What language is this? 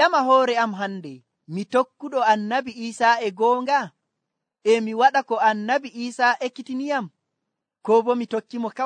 Nigerian Fulfulde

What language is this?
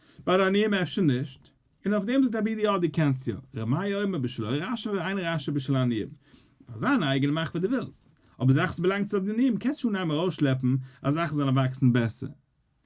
Yiddish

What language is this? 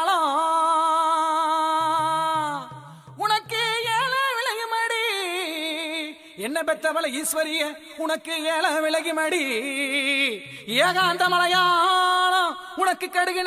Tamil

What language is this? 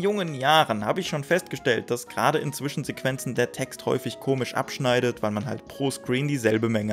German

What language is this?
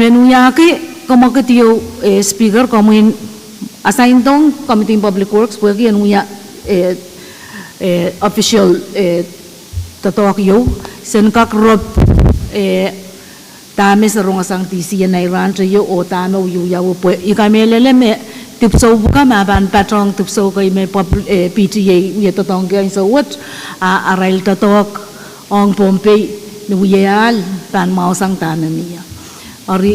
Pohnpeian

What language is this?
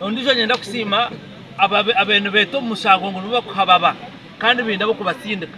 Nyankole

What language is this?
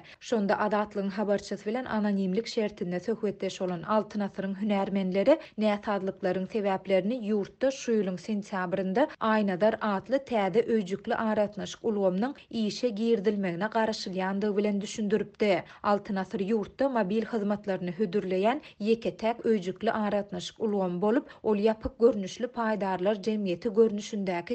Turkmen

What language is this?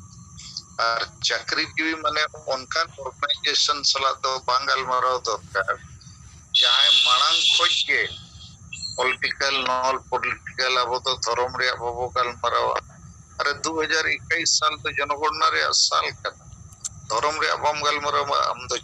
Santali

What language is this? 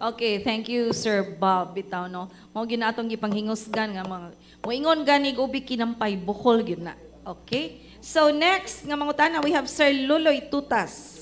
Cebuano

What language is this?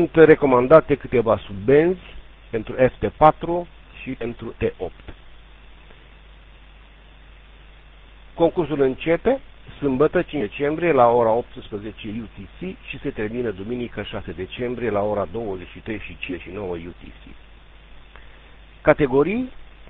Romanian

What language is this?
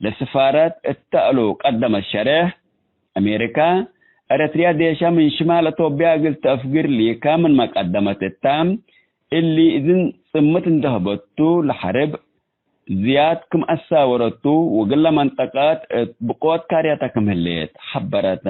Tigre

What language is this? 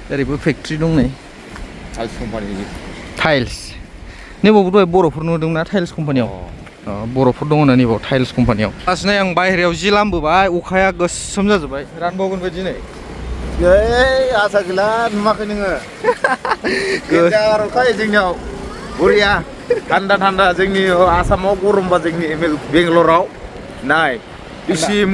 Bodo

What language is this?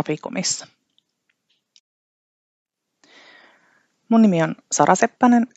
Finnish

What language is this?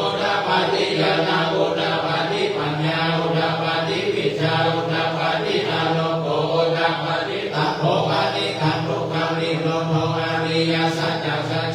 Pali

